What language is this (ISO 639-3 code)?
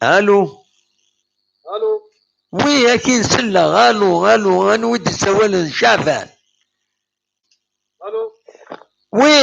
kab